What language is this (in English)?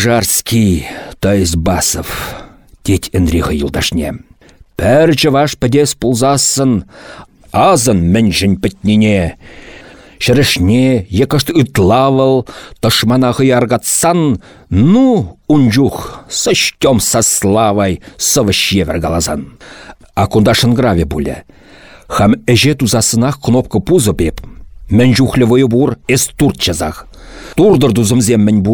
Chuvash